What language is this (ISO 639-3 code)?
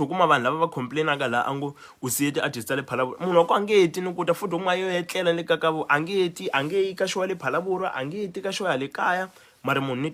tso